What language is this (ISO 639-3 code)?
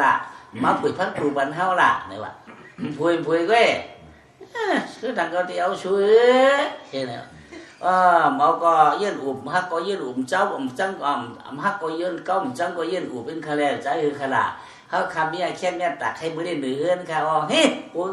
shn